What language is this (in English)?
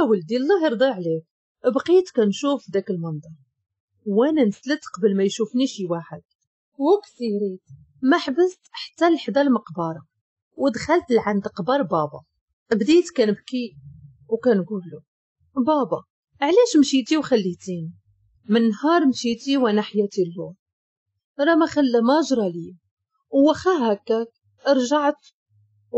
Moroccan Arabic